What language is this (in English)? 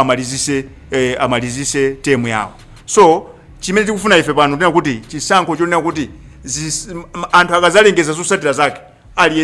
Nyanja